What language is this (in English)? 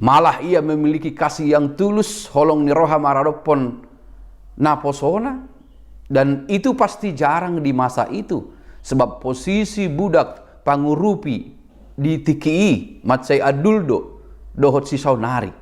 Batak Toba